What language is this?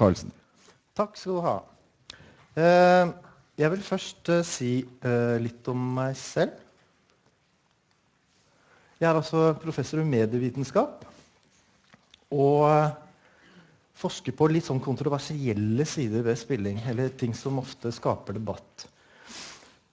Norwegian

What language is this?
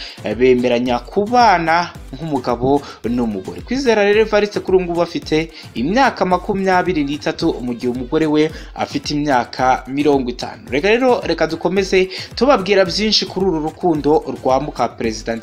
Kinyarwanda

